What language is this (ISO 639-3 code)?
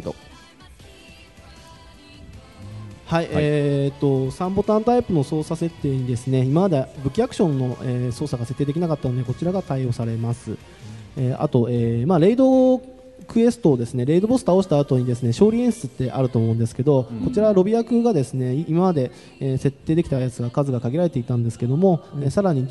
jpn